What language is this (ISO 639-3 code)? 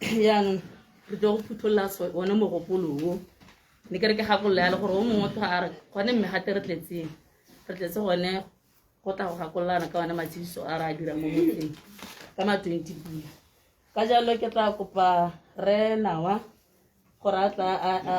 tsn